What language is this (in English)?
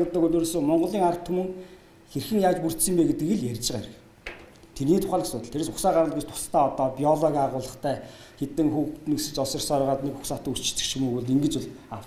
Mongolian